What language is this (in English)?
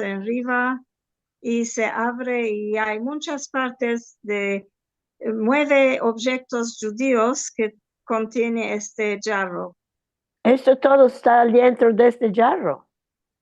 Ladino